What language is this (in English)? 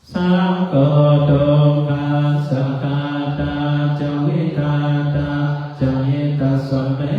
Pali